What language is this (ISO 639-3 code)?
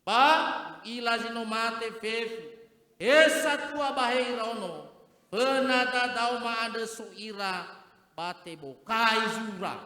nia